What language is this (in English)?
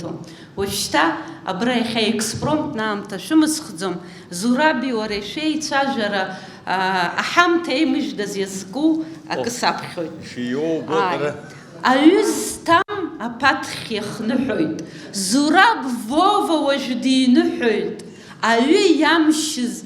Abkhazian